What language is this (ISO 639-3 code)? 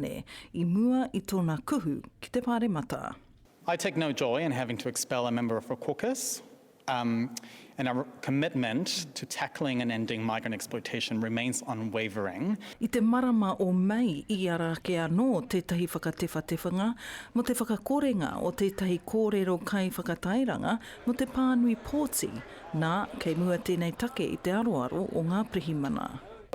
mri